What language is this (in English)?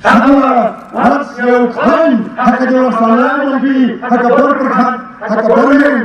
Khasi